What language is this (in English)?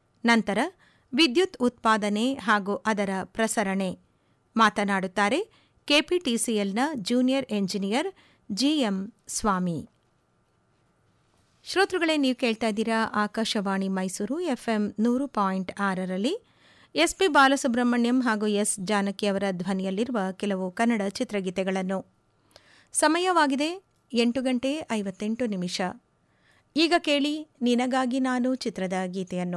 Kannada